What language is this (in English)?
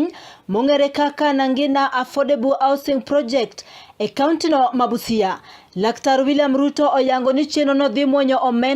Luo (Kenya and Tanzania)